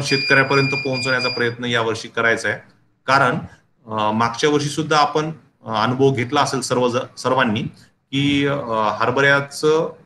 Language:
Marathi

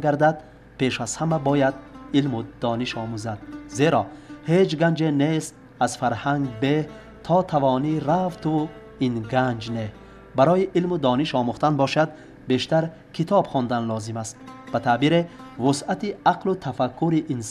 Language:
Tajik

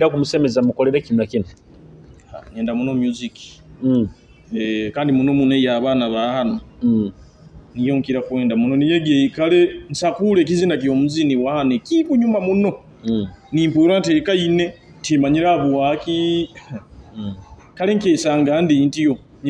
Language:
Nyoro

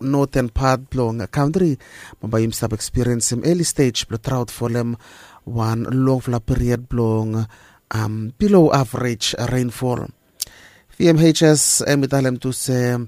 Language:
Bislama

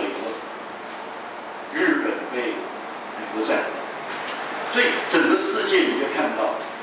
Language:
Chinese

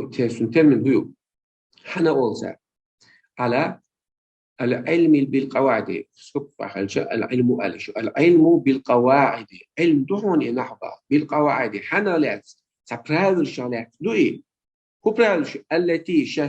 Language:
Chechen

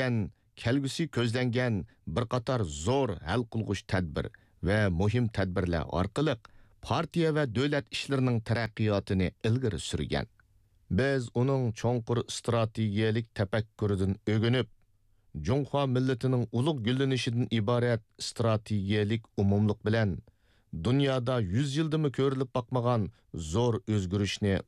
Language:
Uyghur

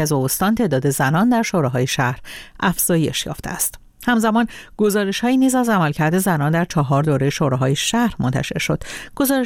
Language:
Persian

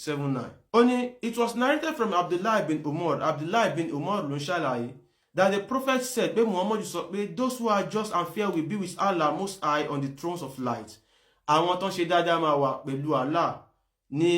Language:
Yoruba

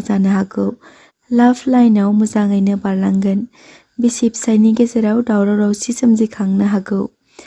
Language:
Bodo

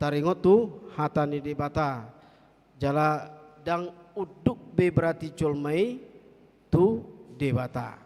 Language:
Batak Toba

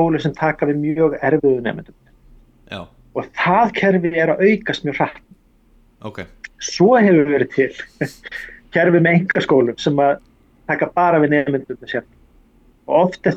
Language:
Icelandic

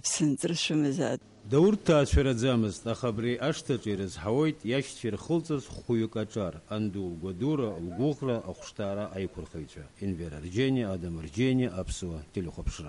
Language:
Abkhazian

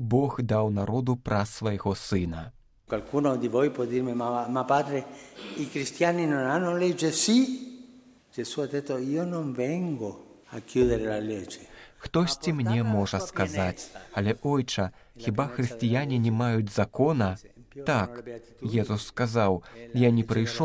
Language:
Belarusian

